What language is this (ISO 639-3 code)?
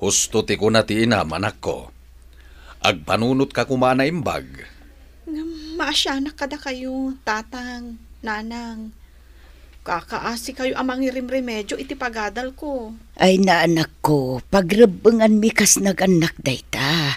ilo